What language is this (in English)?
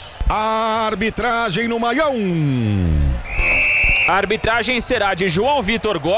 Portuguese